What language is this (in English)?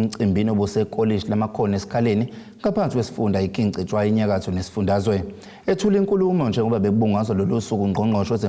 Zulu